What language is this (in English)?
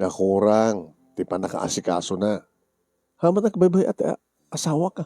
Iloko